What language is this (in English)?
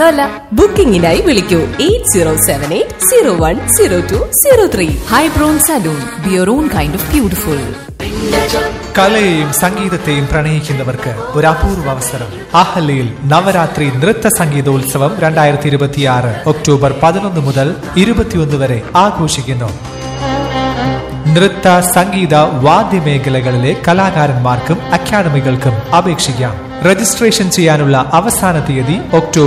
Malayalam